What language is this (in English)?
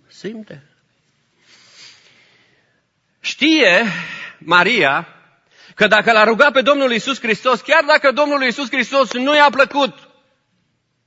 Romanian